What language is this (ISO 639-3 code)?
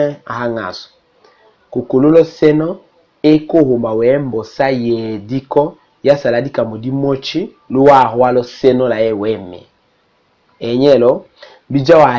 tll